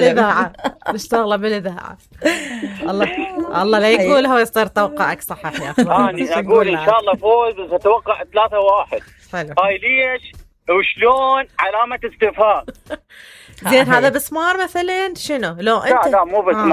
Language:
Mesopotamian Arabic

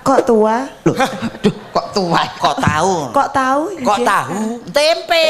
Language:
Javanese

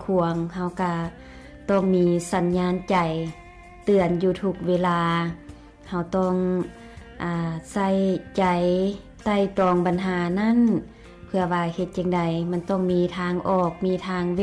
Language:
Lao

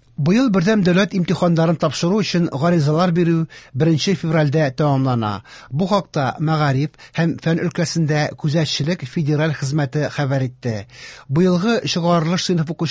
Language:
Tatar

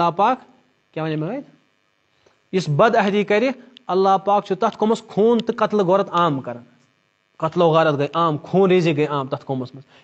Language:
Kashmiri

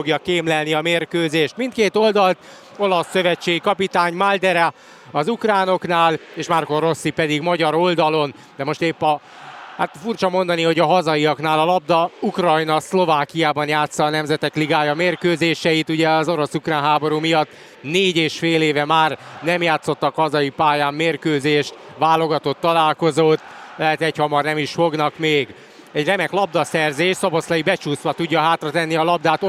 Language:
Hungarian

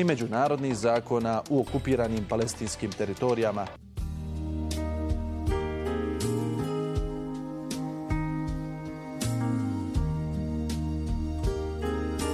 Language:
Bosnian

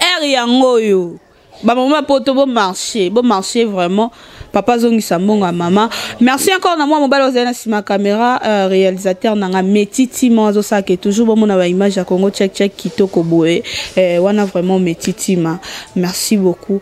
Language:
Lingala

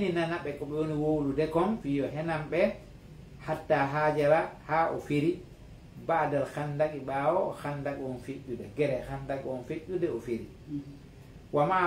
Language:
Fula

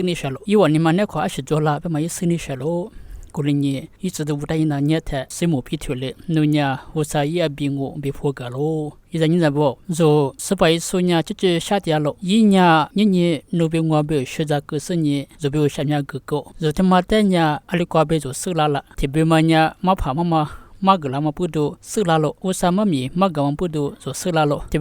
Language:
Lisu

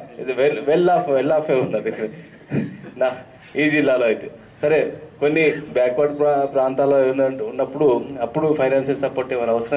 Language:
Telugu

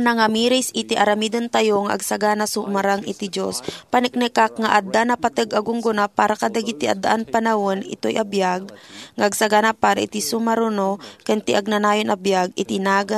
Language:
Iloko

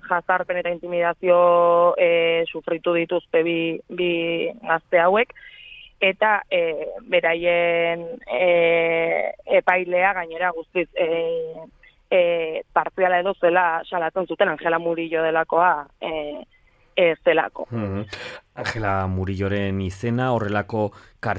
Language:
Basque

